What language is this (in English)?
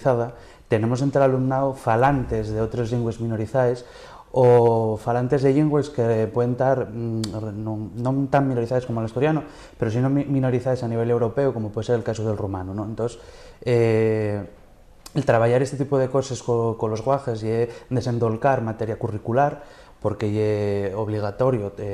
Asturian